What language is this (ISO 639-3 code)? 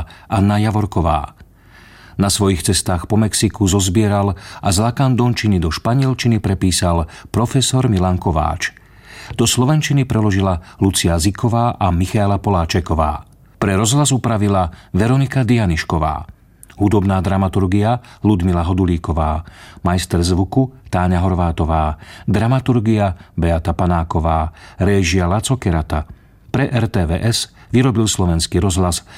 slk